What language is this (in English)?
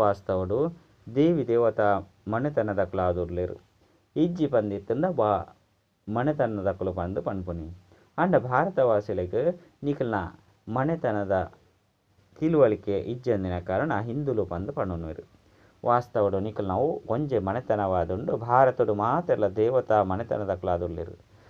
Tulu